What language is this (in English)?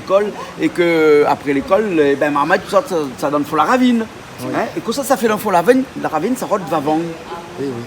Réunion Creole French